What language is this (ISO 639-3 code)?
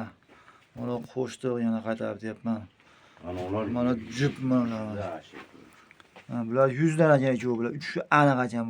uzb